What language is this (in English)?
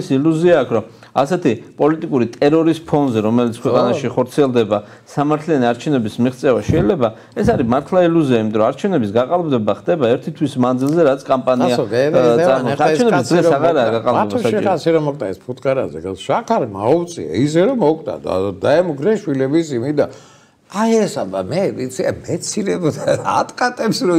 Georgian